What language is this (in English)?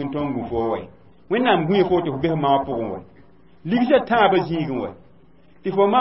Mossi